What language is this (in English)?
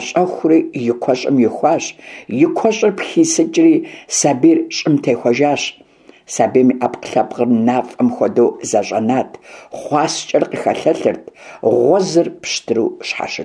Kabardian